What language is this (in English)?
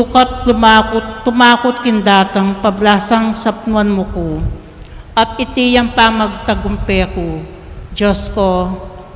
Pampanga